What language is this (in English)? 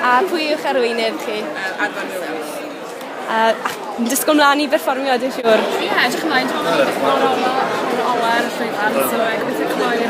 Welsh